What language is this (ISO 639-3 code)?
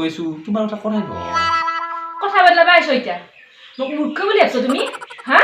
asm